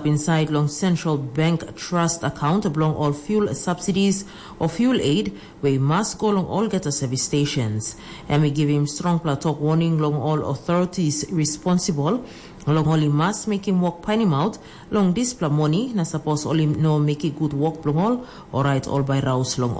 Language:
Tok Pisin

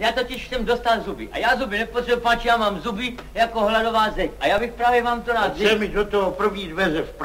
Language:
Czech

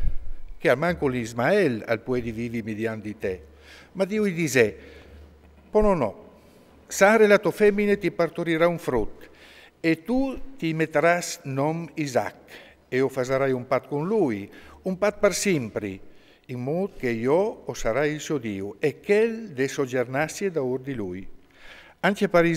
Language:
Friulian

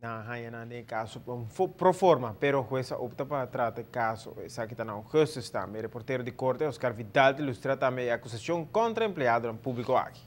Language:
Papiamento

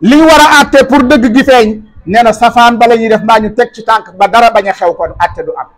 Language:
Wolof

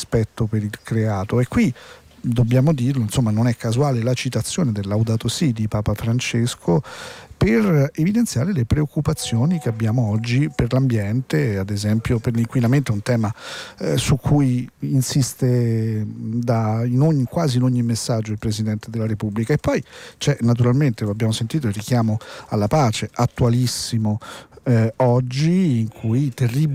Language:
Italian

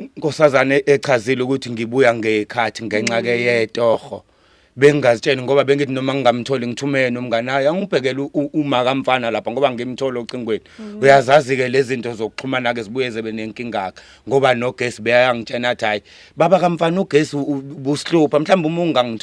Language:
Zulu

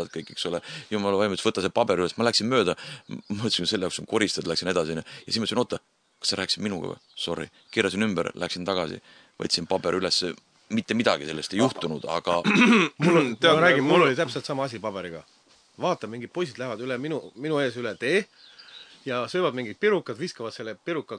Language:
Estonian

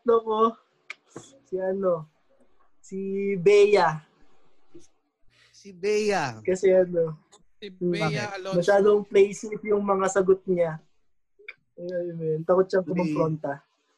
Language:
Filipino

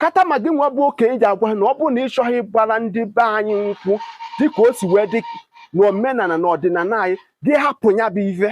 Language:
Igbo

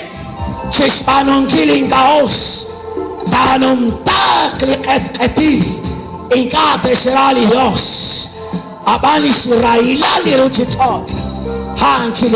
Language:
Kekchí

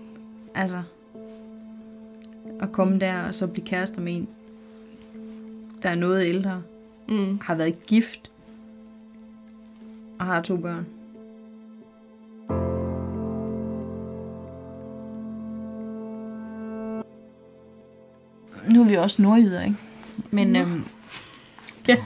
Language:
Danish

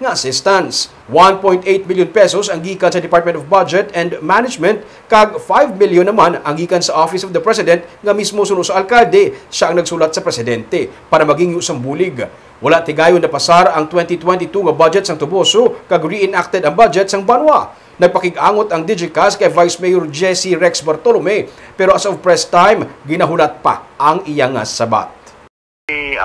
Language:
Hiligaynon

